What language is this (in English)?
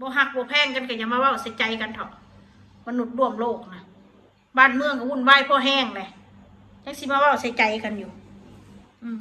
Northeastern Thai